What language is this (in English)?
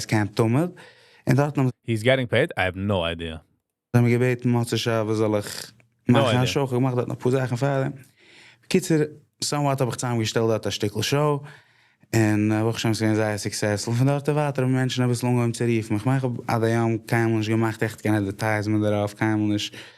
Yiddish